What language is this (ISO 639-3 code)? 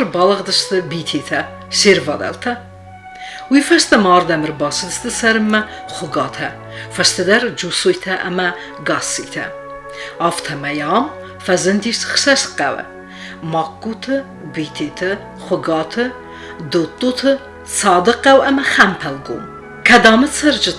oss